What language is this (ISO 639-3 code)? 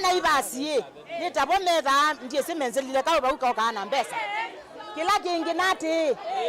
kam